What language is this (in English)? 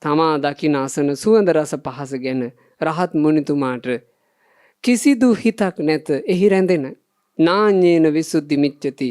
Sinhala